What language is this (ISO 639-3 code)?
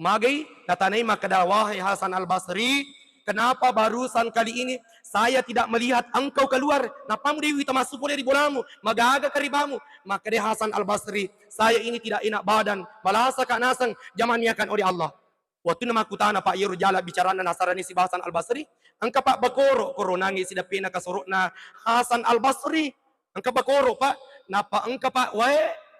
bug